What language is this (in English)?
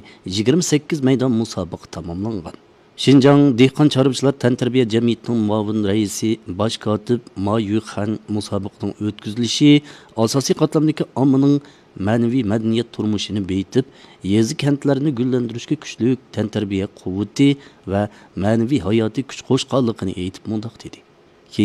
Uyghur